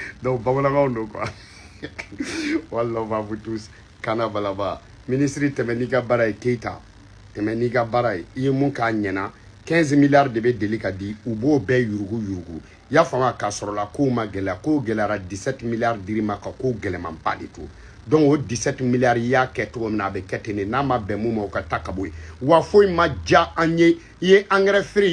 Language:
Bambara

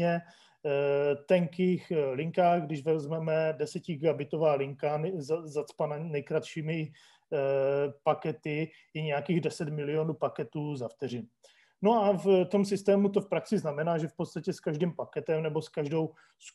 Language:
Czech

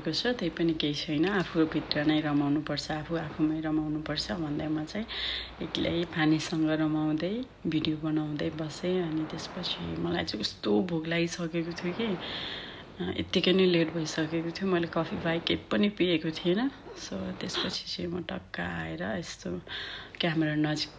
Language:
Nepali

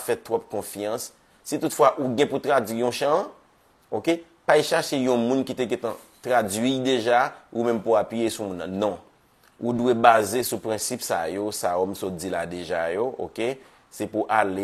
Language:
Haitian Creole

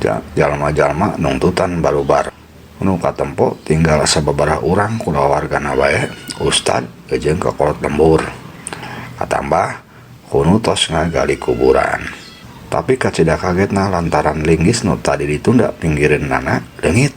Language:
Sundanese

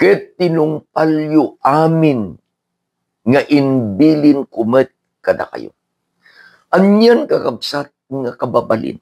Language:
Iloko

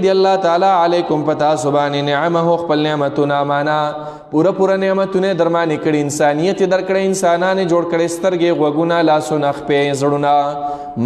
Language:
Pashto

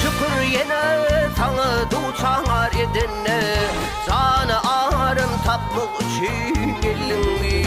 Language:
Turkmen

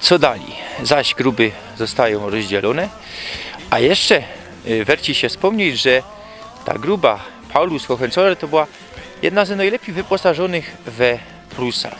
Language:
Silesian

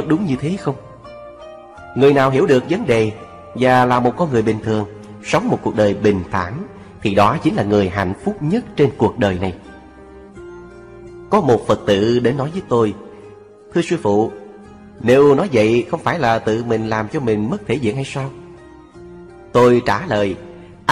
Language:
Vietnamese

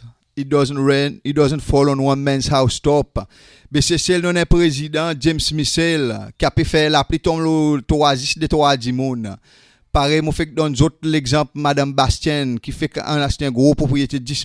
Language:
Seselwa Creole French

